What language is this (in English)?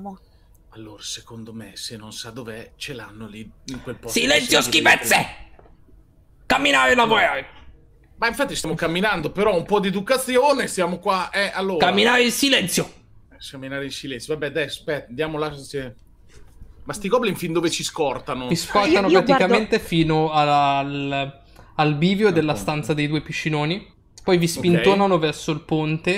Italian